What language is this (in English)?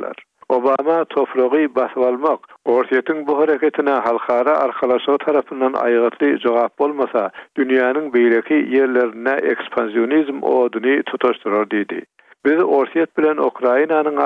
Turkmen